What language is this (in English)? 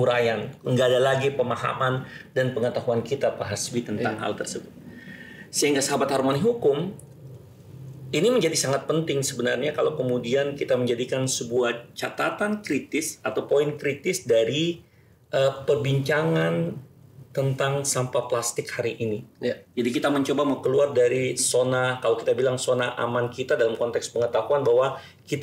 Indonesian